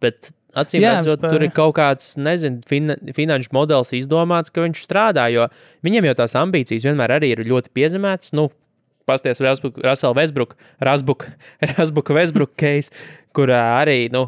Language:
Latvian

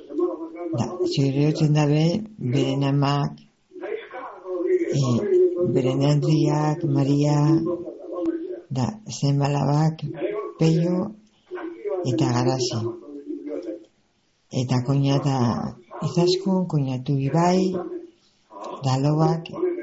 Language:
Basque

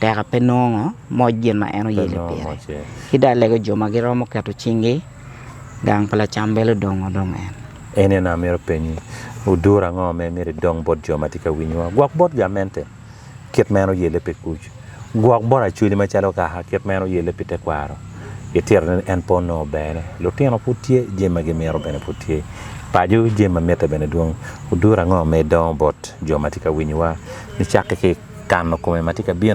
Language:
Acoli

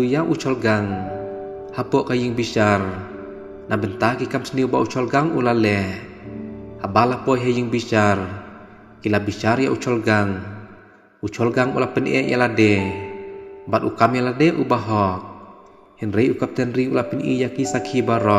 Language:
Khasi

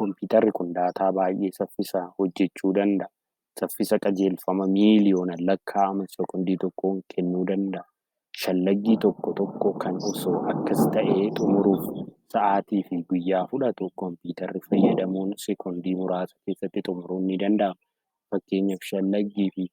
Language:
Oromo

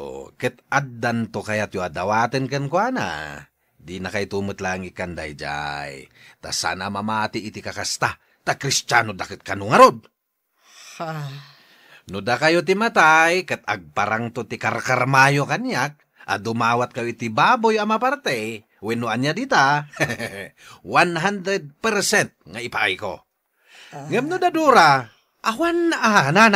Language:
Iloko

